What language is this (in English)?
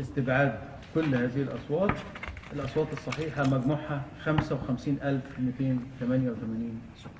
Egyptian Arabic